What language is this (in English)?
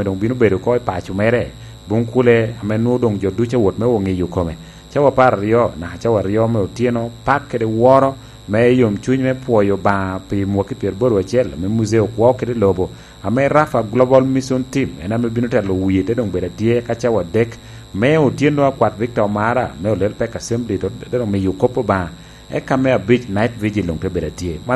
Lango (Uganda)